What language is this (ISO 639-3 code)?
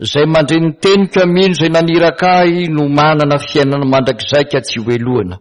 mlg